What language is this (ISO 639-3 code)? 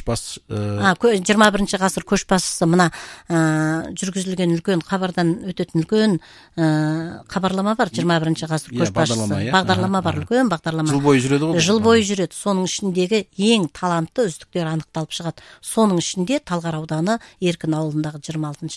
kaz